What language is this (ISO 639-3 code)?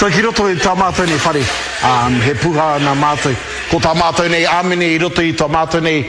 mri